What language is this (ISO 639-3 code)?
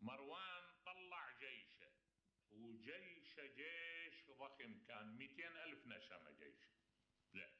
acm